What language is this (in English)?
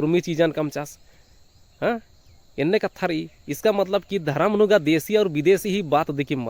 Kurukh